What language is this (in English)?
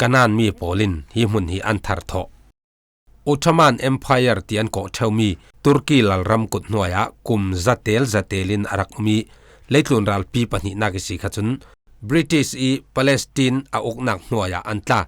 Falam Chin